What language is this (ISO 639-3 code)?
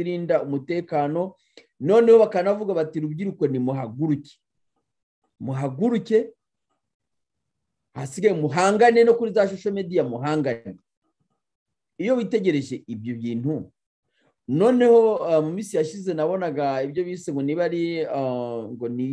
kin